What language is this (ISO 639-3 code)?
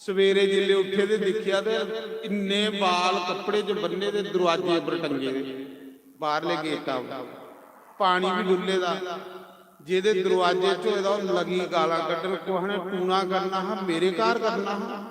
doi